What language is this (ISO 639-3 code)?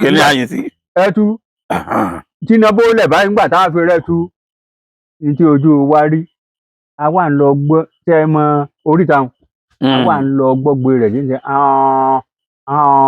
yor